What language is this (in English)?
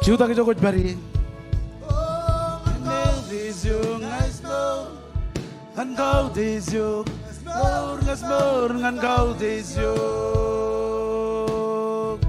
Marshallese